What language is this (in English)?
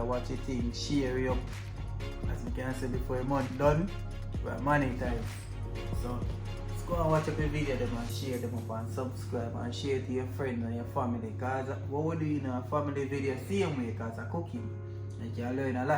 Jamaican Creole English